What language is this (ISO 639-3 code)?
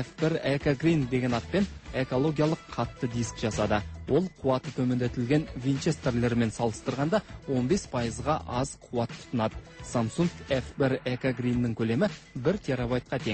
kaz